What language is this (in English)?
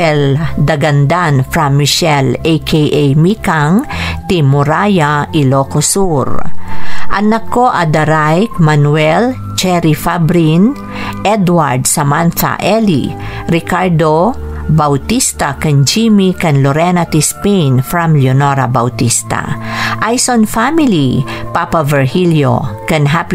Iloko